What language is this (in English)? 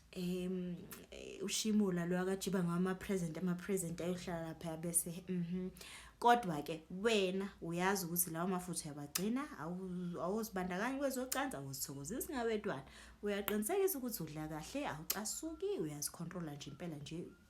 Zulu